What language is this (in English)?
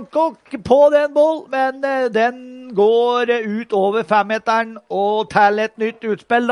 Norwegian